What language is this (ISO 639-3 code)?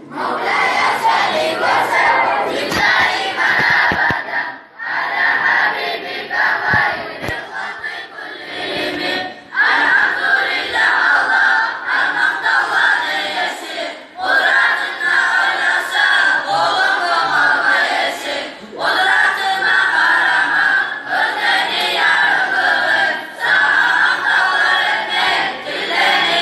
kum